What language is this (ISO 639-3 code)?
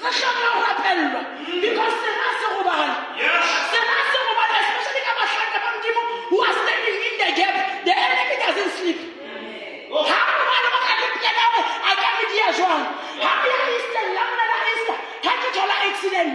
sot